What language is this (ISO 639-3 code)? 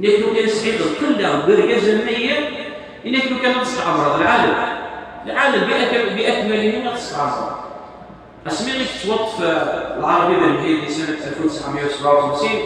kab